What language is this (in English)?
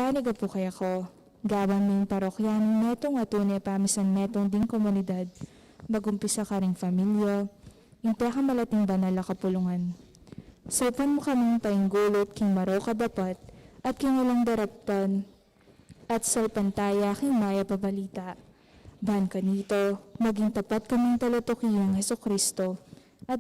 Pampanga